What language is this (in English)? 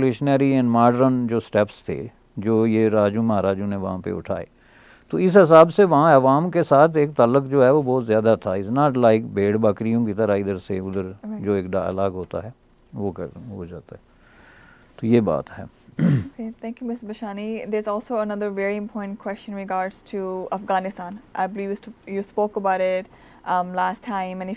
Urdu